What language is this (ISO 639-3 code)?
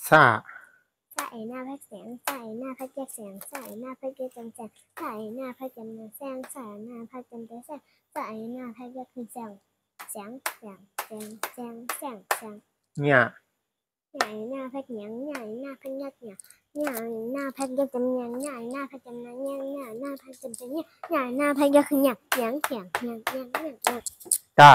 shn